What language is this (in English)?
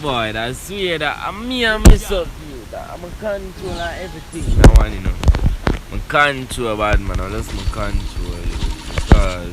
Jamaican Creole English